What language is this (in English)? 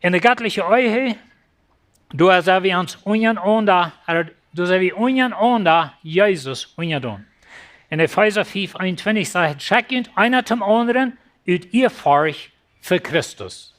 Plautdietsch